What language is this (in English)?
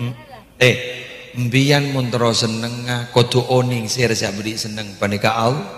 Madurese